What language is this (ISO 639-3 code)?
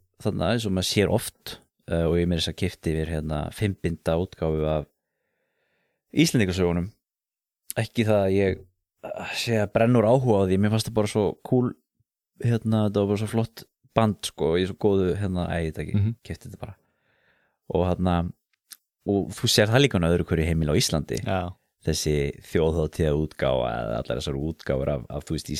isl